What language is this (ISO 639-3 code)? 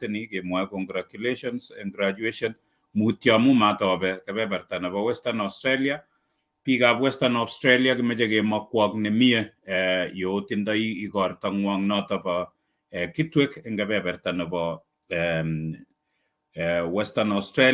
kln